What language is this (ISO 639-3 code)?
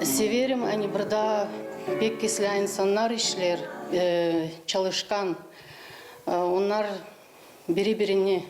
gag